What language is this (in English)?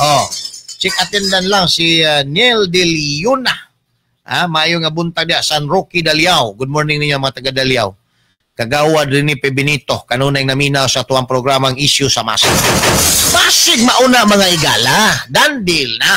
Cebuano